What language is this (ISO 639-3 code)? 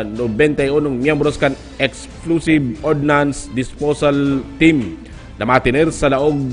bik